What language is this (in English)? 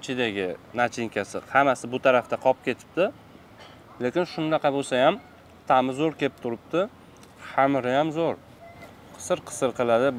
Uzbek